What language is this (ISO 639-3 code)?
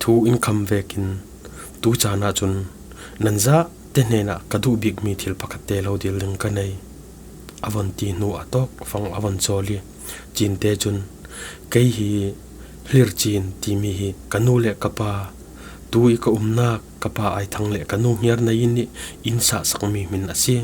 cfm